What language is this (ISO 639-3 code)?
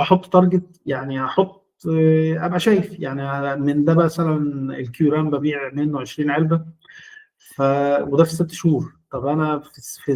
arz